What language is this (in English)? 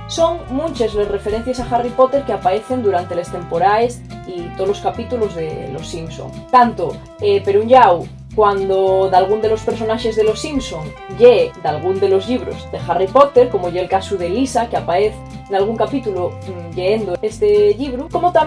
Asturian